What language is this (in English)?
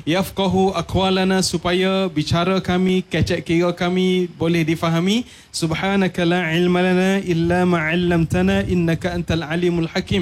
Malay